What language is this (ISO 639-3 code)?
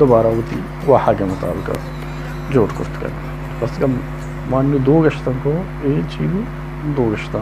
bal